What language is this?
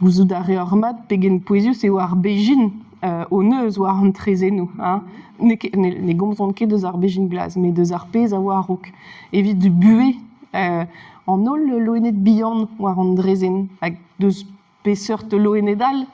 Breton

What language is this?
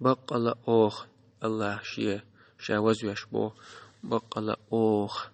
Chechen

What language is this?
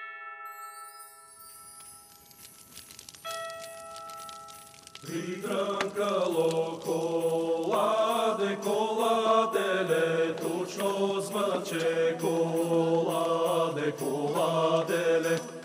Bulgarian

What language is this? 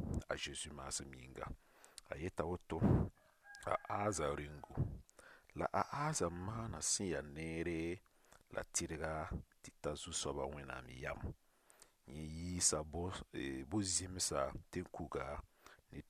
Mossi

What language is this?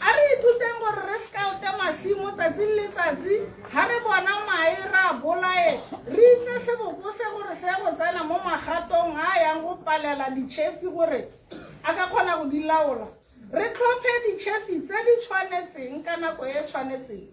Tswana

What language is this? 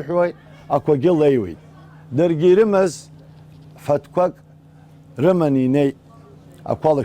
Abkhazian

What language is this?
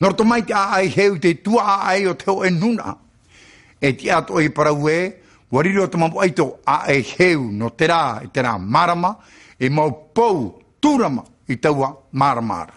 Tahitian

